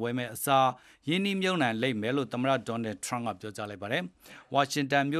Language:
Burmese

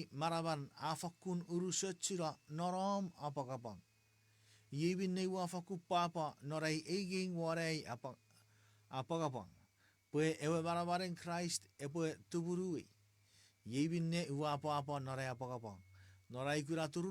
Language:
Chuukese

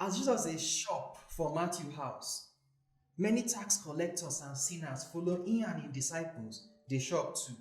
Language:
Nigerian Pidgin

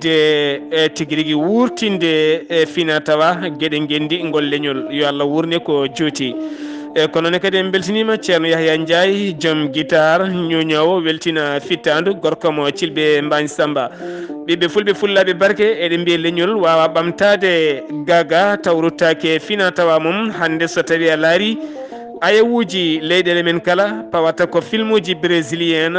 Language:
Fula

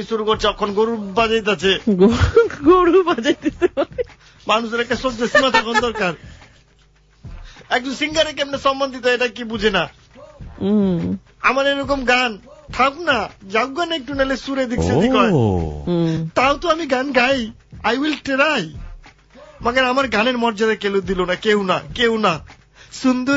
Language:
Bangla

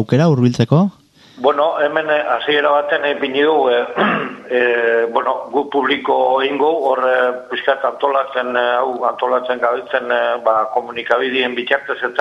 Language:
Basque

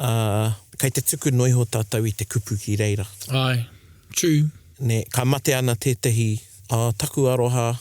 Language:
Māori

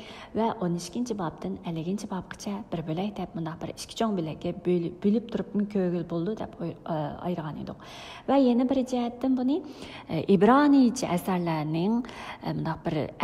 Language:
Uyghur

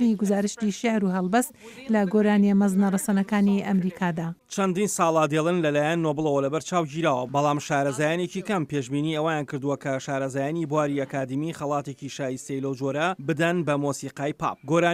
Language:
Central Kurdish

